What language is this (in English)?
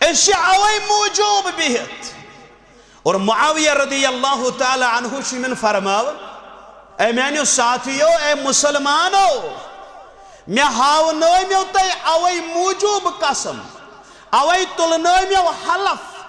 Kashmiri